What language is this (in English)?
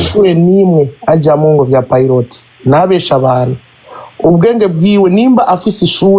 Rundi